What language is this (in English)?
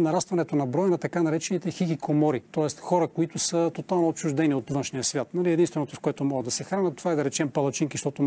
Bulgarian